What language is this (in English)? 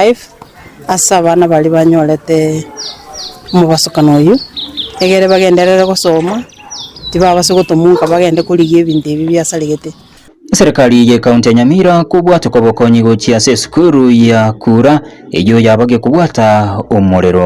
Gusii